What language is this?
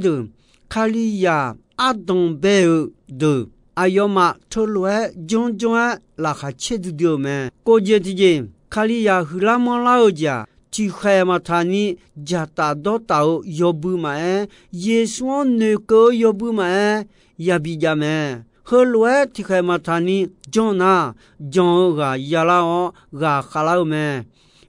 Akha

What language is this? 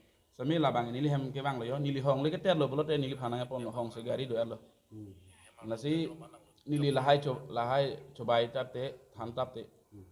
Karbi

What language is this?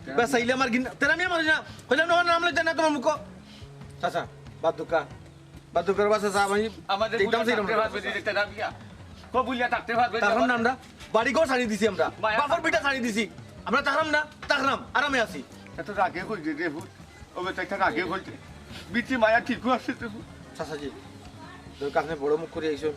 Sylheti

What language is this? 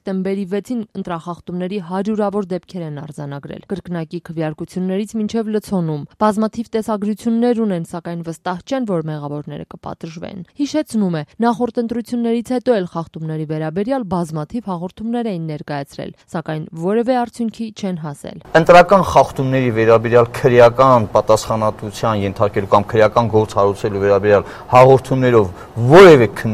Armenian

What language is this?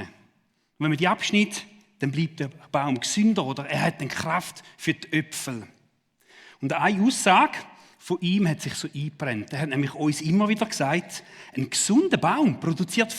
Swiss German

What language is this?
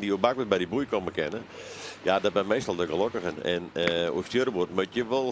Western Frisian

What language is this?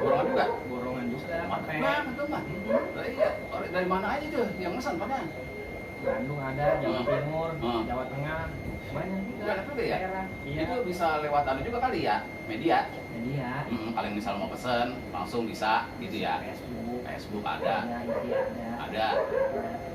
Betawi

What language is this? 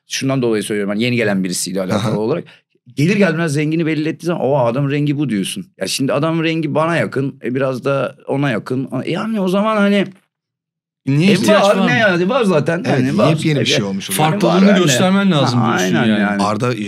Turkish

